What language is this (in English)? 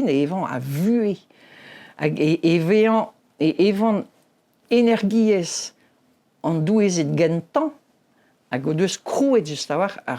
Breton